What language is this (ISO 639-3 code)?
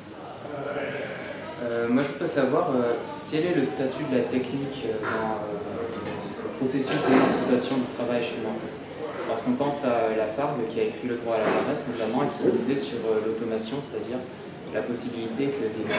fra